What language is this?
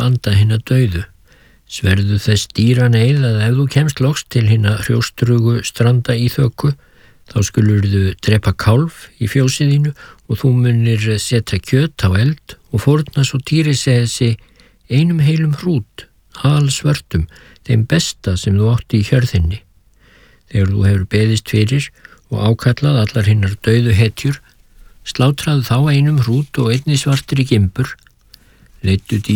Icelandic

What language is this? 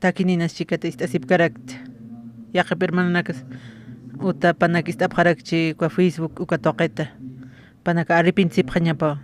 Aymara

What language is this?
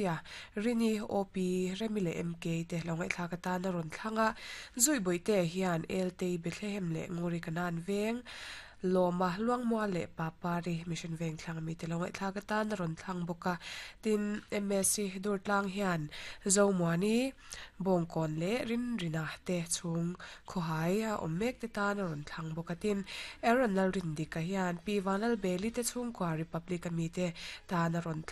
Mizo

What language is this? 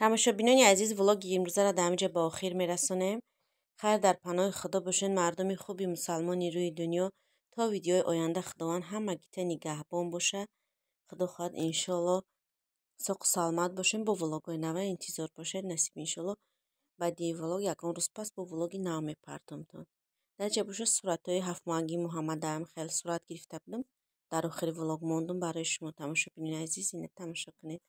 Tajik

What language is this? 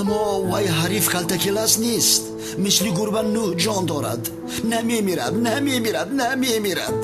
Tajik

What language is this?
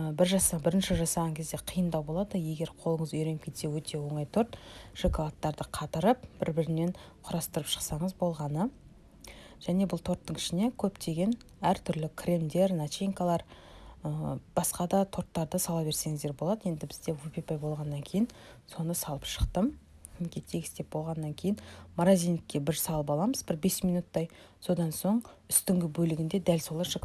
Kazakh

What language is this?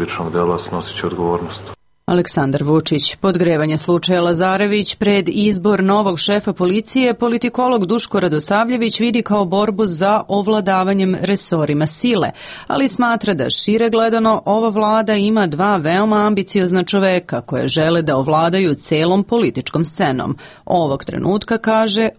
Serbian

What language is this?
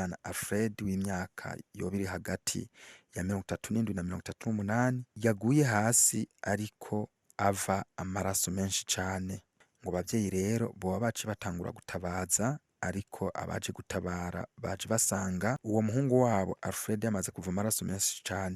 Rundi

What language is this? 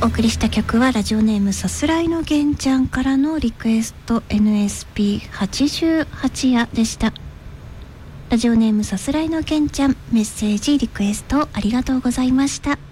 Japanese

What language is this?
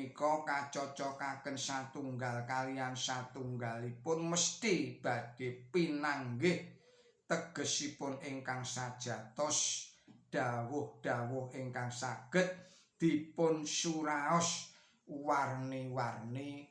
Javanese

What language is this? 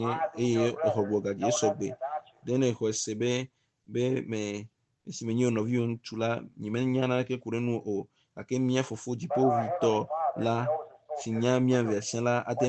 Ewe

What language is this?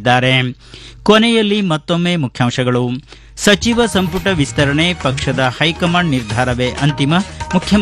Kannada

